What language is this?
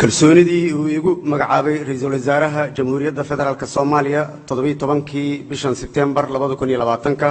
Somali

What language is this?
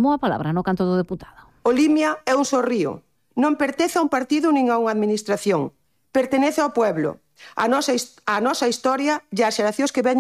Galician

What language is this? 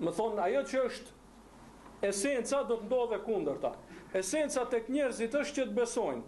Albanian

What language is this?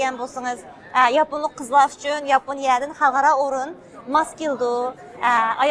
Uyghur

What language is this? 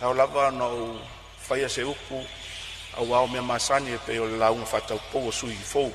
Samoan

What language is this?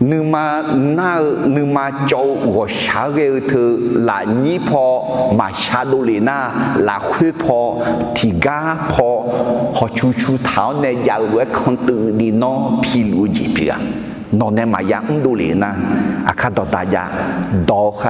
Akha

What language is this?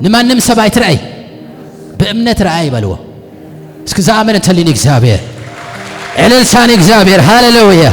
Tigrinya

